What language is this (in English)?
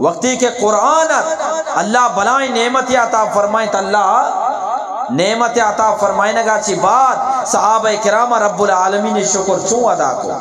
Eastern Balochi